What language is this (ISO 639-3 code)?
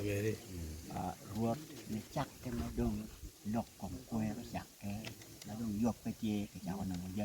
ach